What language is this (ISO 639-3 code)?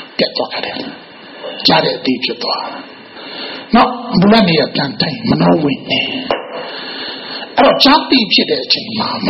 mya